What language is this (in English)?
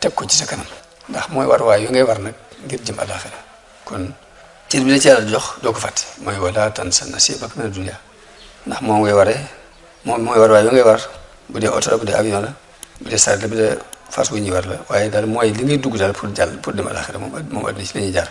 Wolof